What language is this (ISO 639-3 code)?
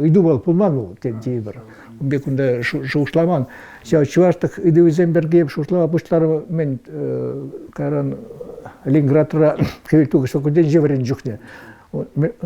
chv